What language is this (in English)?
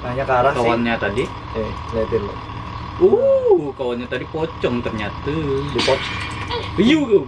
Banjar